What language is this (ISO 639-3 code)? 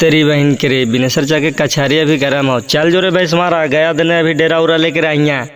mag